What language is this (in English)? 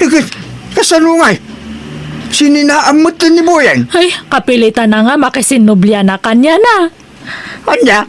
Iloko